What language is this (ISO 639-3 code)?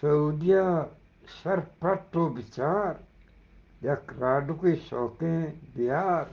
bgp